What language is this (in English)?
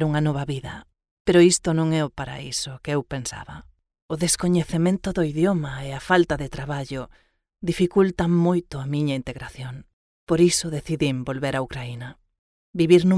Galician